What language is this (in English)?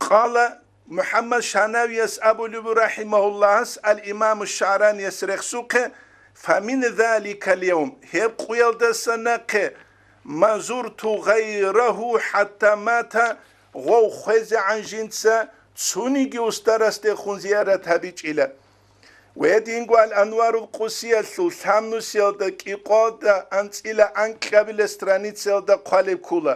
Avaric